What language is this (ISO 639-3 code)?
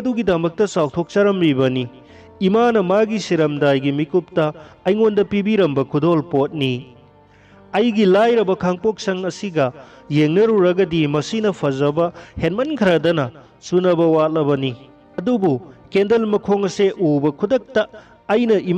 mni